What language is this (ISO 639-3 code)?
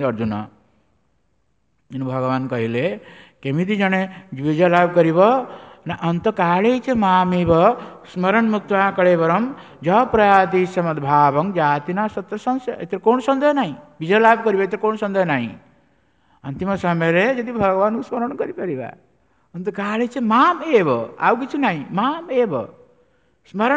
ori